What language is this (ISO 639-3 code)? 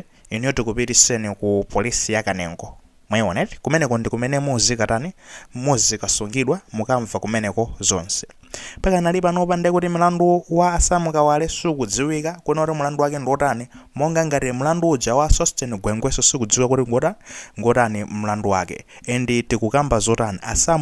nya